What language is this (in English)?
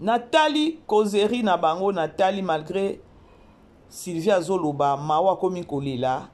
Lingala